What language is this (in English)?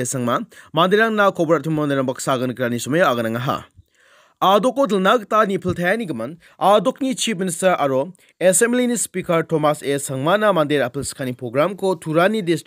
Garo